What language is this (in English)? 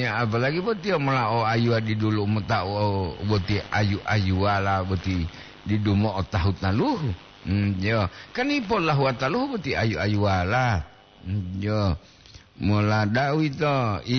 Gorontalo